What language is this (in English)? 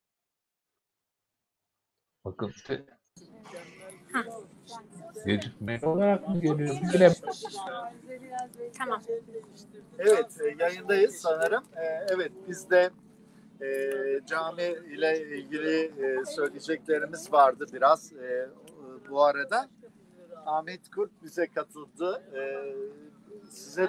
Turkish